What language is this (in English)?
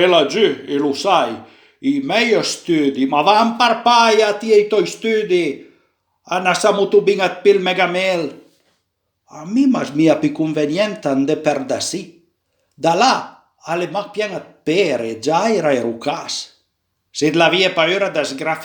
Piedmontese